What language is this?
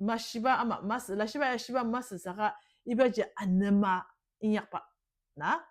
Ao Naga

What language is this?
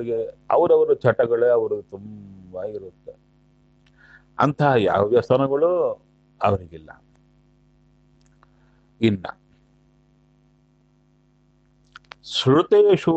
Kannada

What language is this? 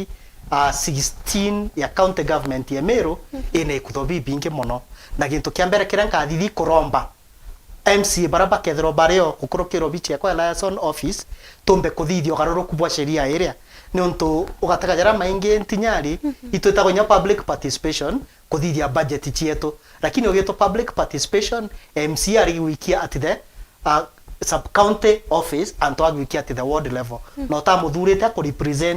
Meru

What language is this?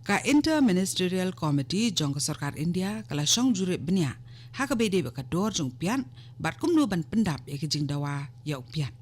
Khasi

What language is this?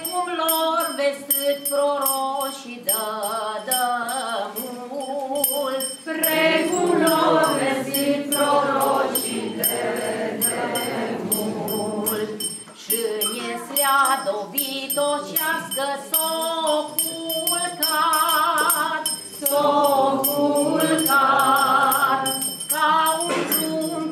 Romanian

